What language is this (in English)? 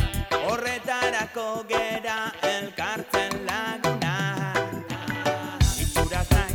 Basque